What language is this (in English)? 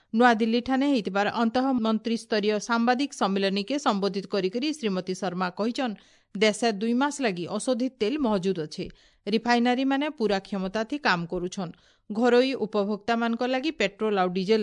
Odia